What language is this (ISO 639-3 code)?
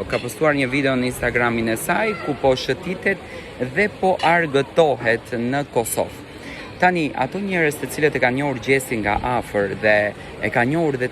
sqi